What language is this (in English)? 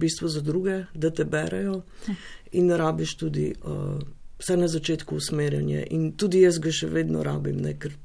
Slovenian